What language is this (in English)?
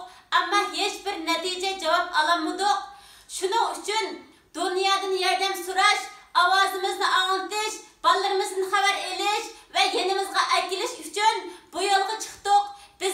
Uyghur